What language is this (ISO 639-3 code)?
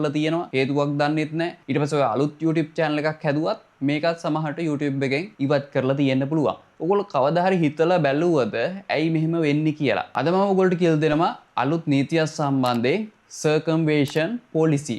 sin